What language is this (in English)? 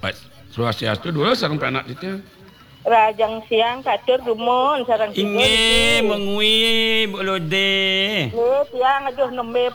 Balinese